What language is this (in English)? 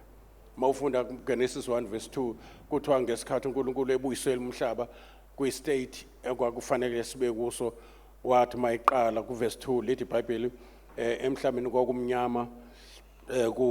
Zulu